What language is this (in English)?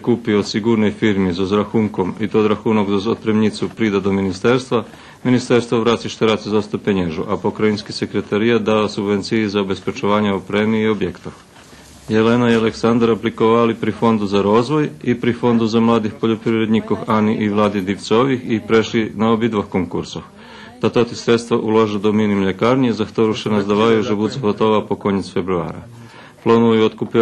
Rusyn